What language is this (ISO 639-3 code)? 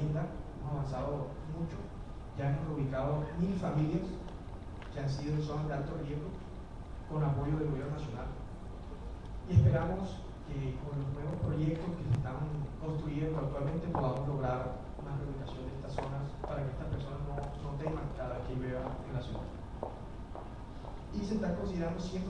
spa